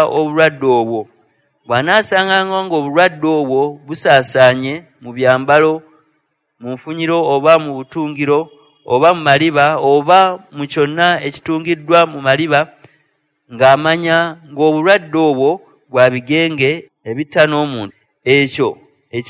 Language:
Ganda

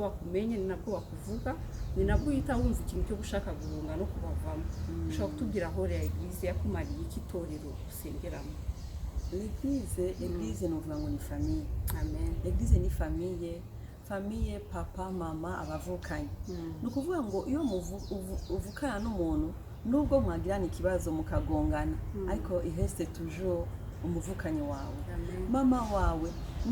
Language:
Rundi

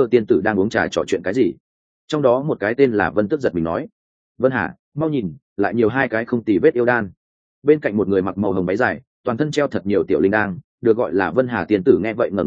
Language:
Vietnamese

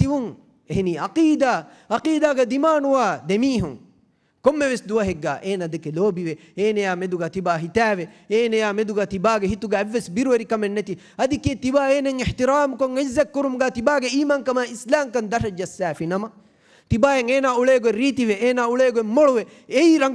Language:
Divehi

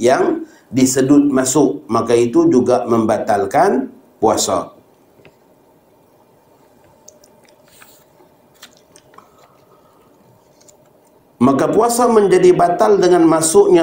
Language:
Malay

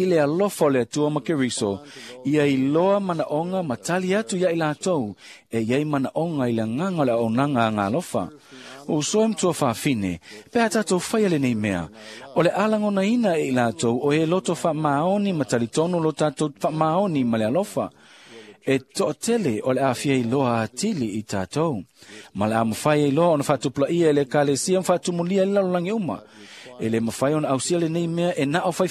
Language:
Samoan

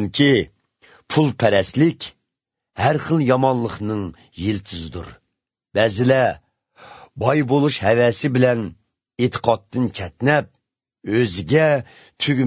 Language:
Uyghur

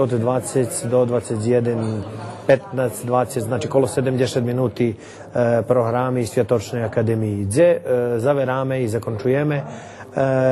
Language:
Rusyn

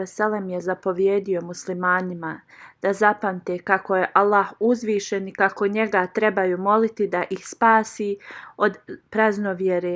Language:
Bosnian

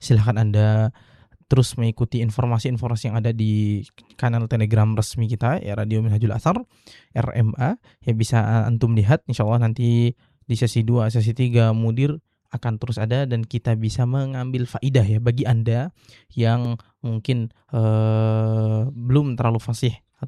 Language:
Indonesian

